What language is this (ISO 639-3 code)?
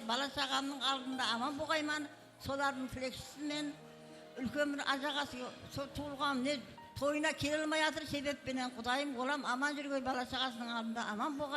kaa